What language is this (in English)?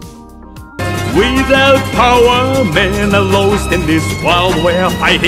Italian